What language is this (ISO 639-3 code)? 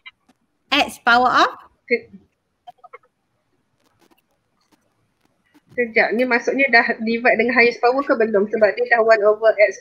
msa